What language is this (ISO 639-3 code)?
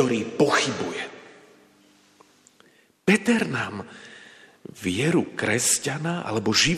slk